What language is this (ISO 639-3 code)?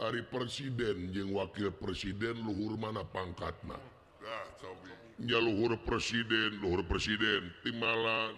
sun